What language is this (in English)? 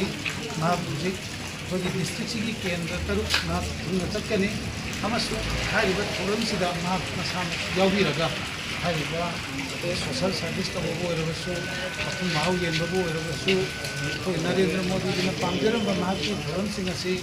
Manipuri